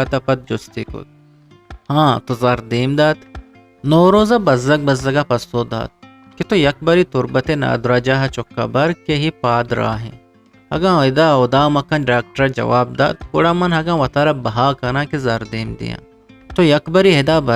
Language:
Eastern Balochi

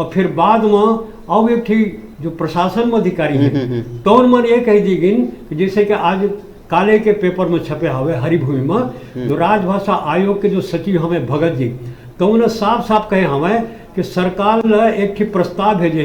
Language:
Chhattisgarhi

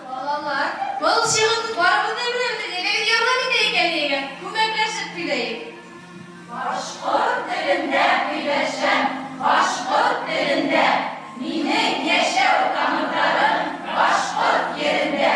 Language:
Bashkir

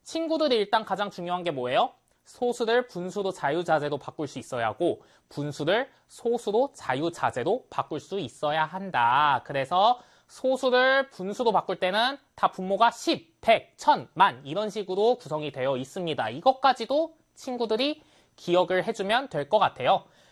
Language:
Korean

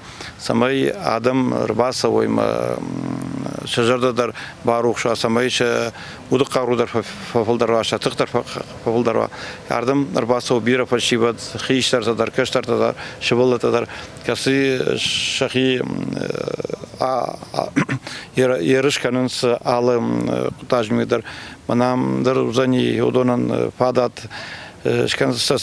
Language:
Ossetic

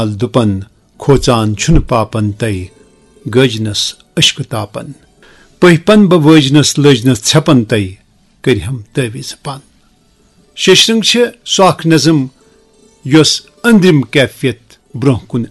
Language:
Kashmiri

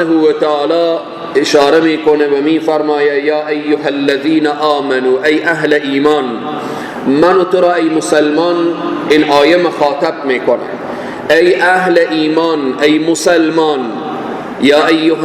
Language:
Persian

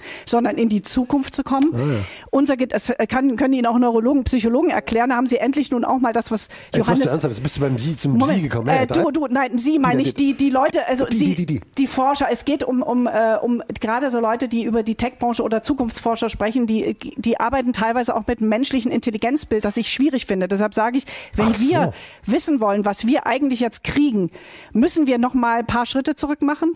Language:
German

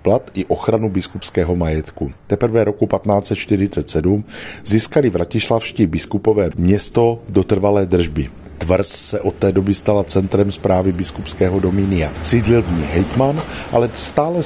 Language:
Czech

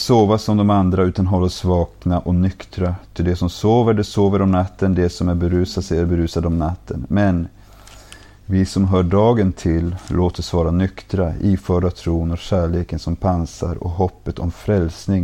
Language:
Swedish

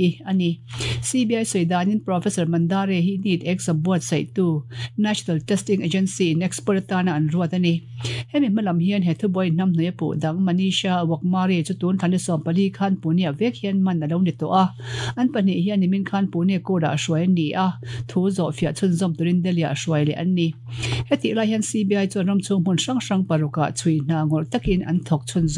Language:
Mizo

